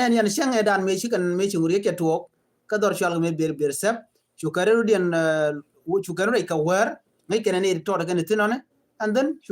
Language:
Nuer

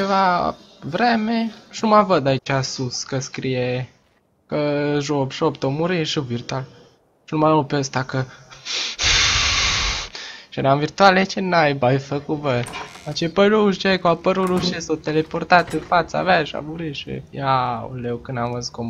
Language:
Romanian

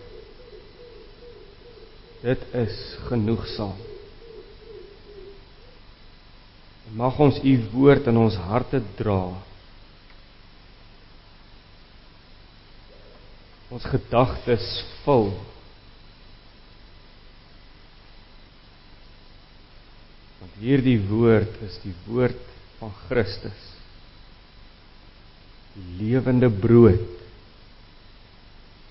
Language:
Afrikaans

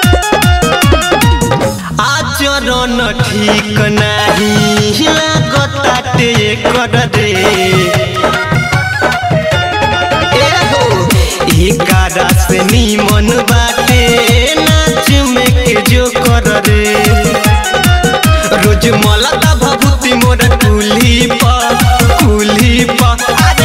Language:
Bhojpuri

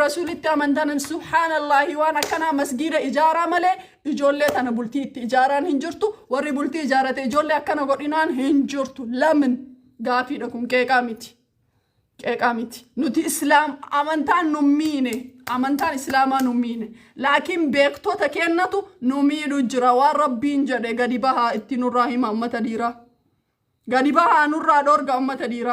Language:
Oromo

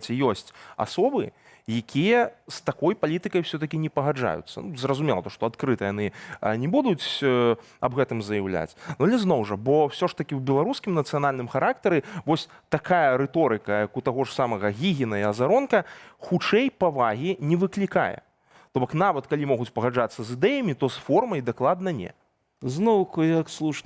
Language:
Belarusian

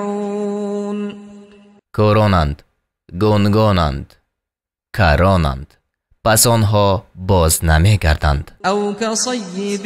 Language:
Tajik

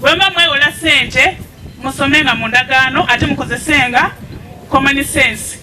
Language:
Ganda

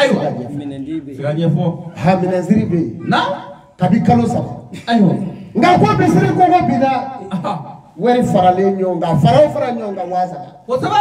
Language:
Bambara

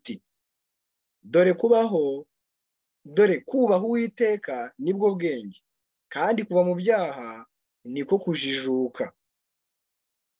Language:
Kinyarwanda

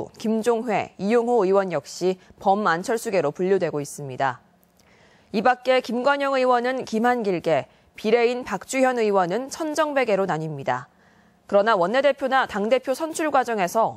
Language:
Korean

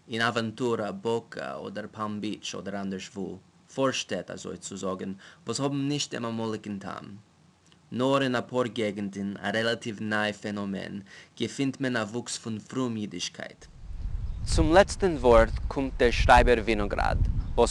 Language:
Yiddish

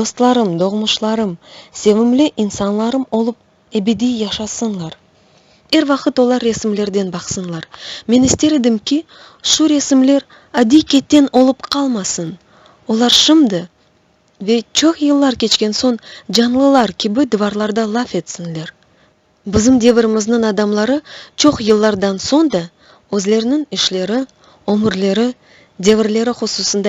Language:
Crimean Tatar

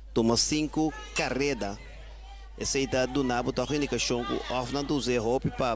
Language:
Papiamento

